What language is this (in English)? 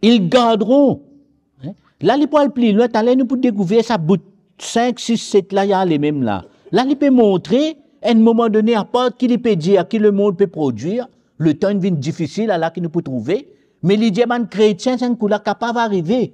Morisyen